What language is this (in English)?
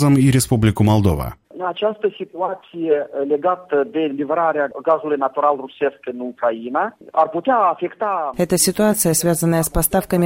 Russian